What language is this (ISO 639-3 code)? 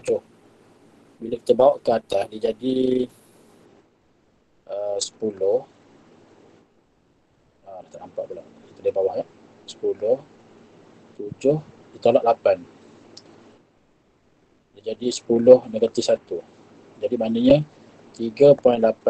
msa